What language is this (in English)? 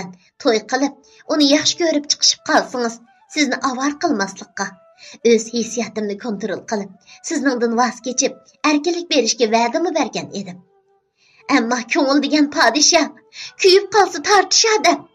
Uyghur